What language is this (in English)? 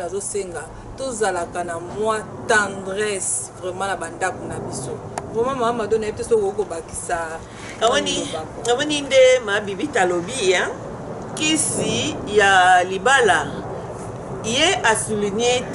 Lingala